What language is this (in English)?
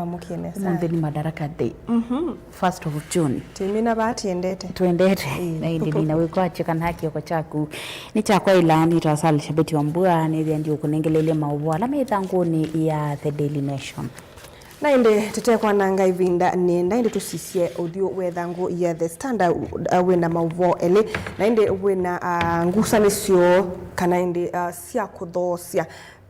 Kamba